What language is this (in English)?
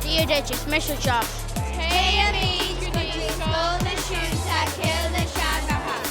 Irish